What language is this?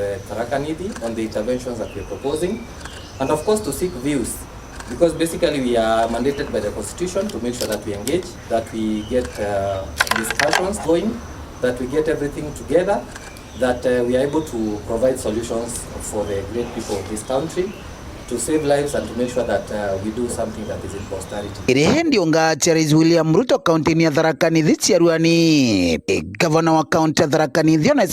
Meru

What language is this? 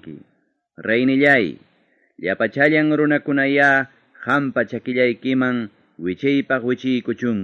Ayacucho Quechua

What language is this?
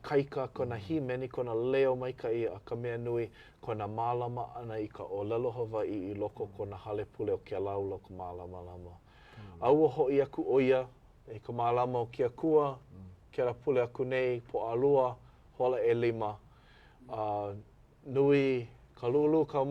Hawaiian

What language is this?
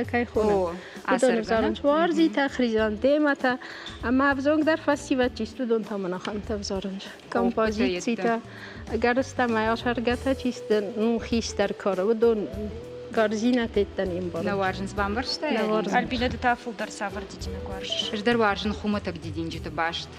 Ossetic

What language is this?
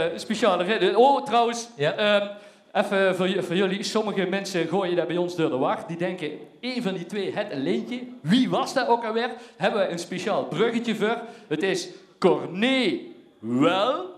Dutch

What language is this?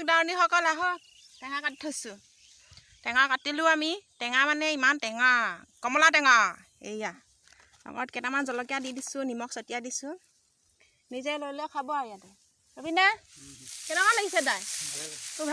Assamese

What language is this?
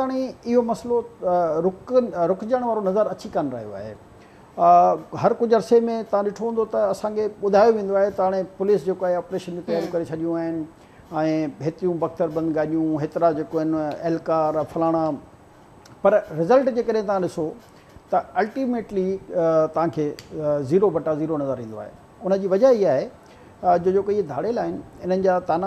Sindhi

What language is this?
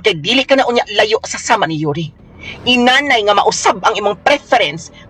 Cebuano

